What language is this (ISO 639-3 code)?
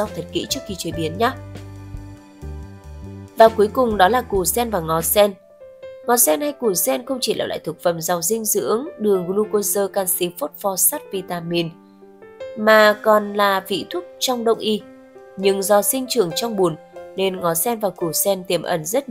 vie